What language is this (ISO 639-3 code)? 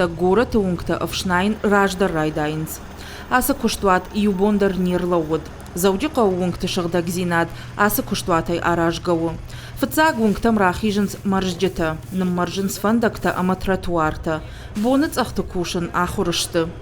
oss